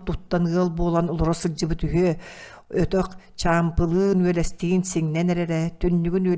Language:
Yakut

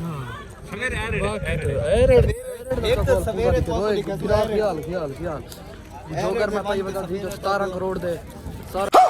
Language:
Saraiki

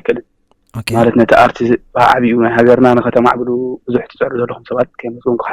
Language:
Tigrinya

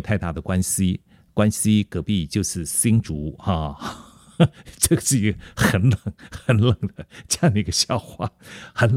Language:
Chinese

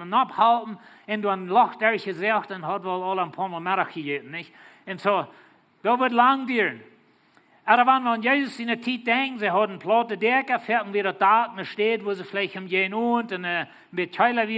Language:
Plautdietsch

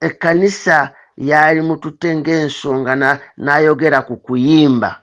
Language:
Ganda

